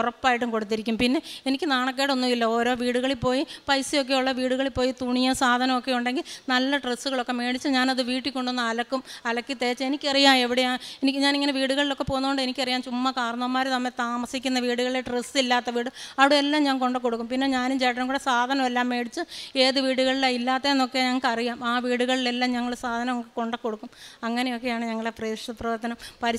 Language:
Malayalam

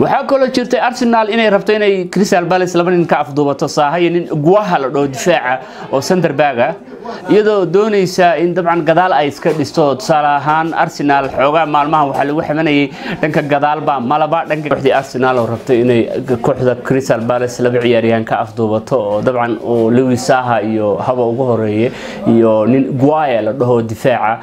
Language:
Somali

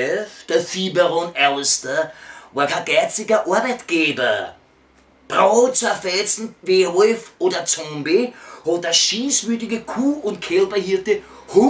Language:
Bavarian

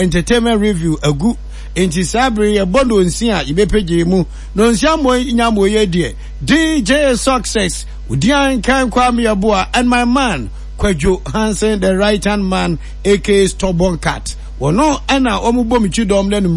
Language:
Akan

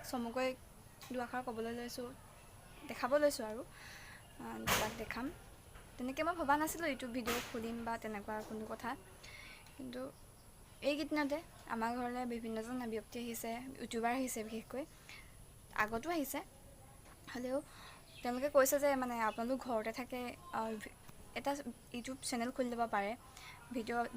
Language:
Assamese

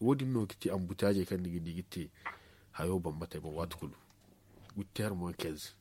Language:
Zarma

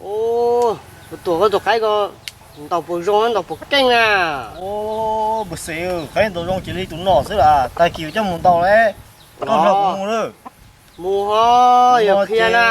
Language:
Hmong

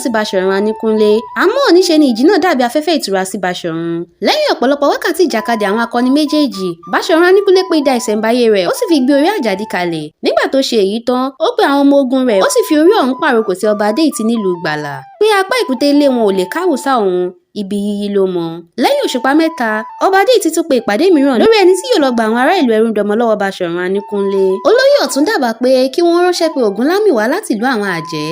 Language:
Yoruba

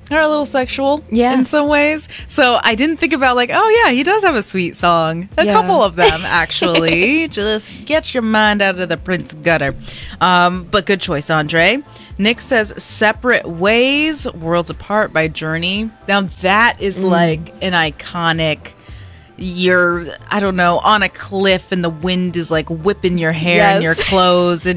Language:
English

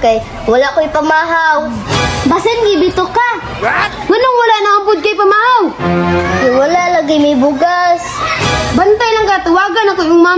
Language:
Cebuano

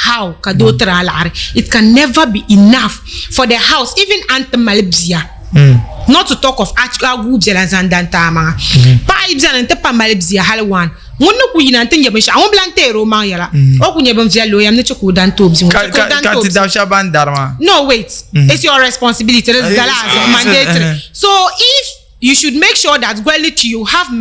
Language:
Dagbani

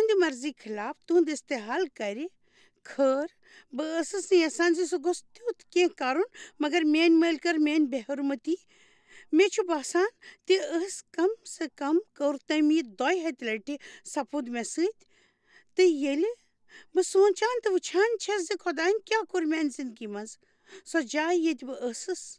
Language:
Kashmiri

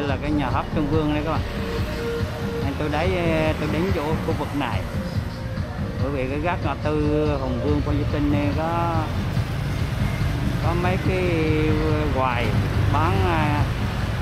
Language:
Vietnamese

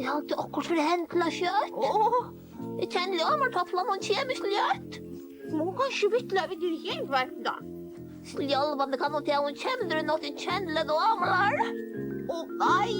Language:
Faroese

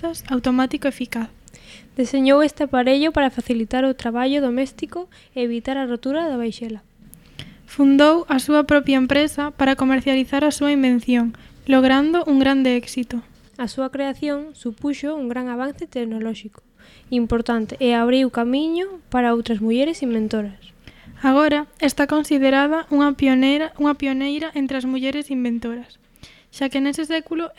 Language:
Galician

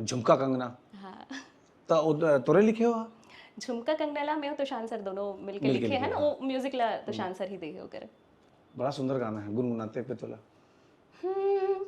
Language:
Chhattisgarhi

